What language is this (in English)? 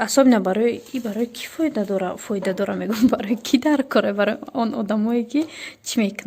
Tajik